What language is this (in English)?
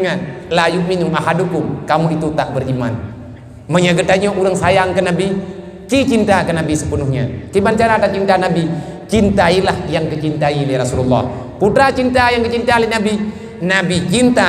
Achinese